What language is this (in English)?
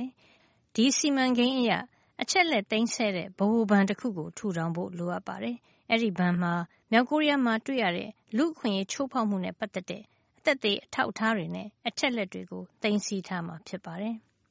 Burmese